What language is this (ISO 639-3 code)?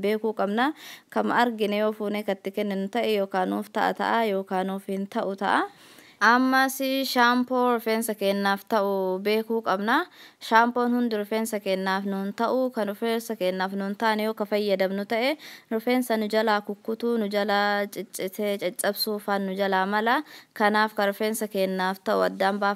orm